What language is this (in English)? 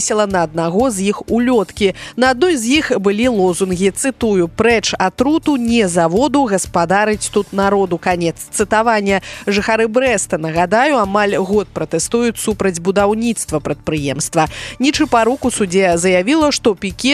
Belarusian